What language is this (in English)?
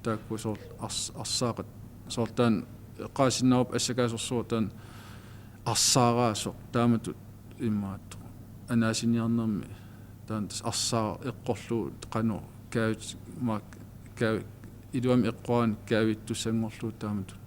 Kalaallisut